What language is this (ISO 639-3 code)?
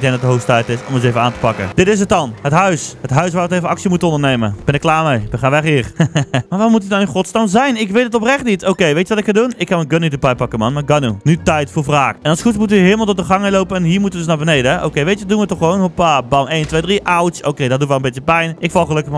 nld